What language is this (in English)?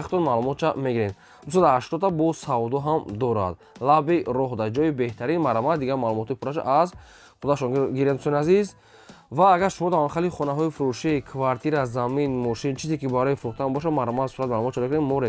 Tajik